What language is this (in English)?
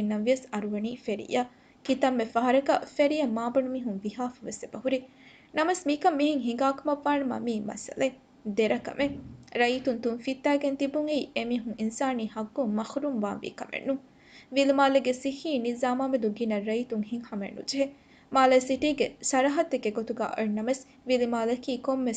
Divehi